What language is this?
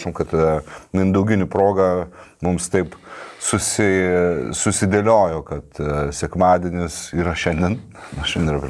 Lithuanian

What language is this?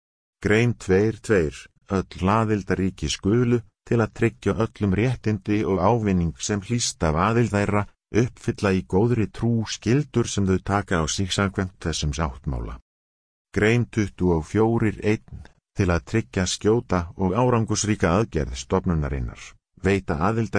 Icelandic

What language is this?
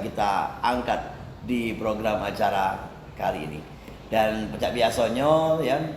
Musi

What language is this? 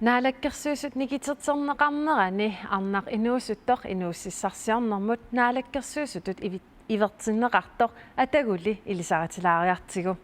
Kalaallisut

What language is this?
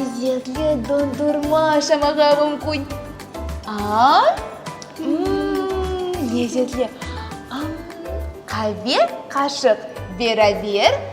Crimean Tatar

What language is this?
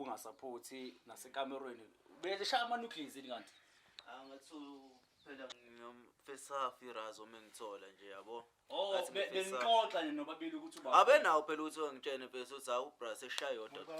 Zulu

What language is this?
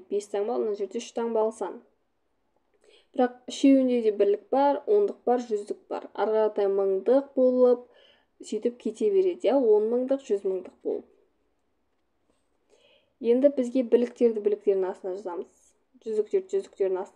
Kazakh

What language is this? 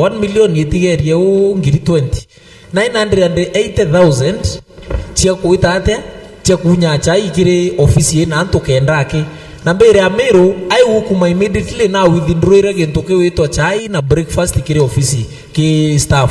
Meru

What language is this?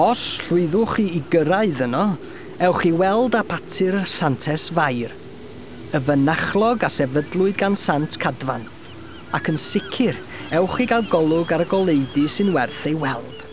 Welsh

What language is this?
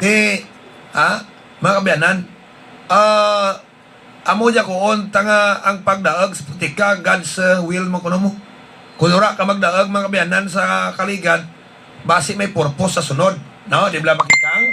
Hiligaynon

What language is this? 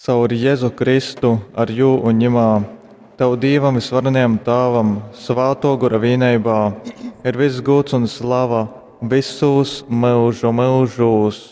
Latgalian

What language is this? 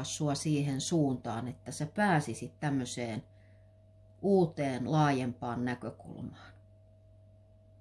Finnish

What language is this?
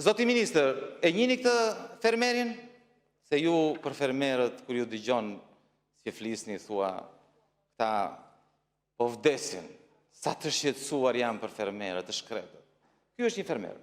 Albanian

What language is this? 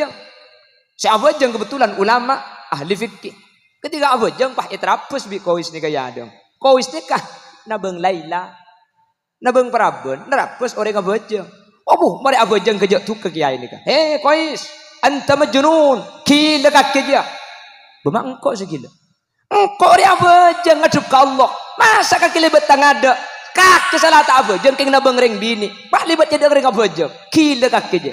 Madurese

